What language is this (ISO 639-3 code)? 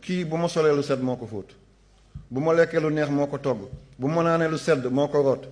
wol